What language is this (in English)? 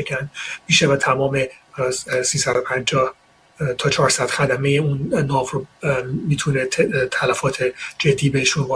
Persian